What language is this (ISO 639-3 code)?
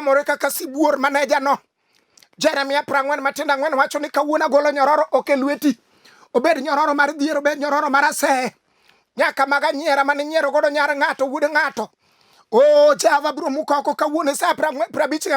luo